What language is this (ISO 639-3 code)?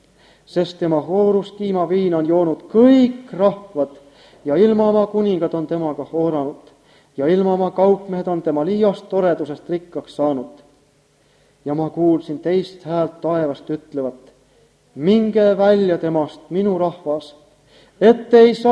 est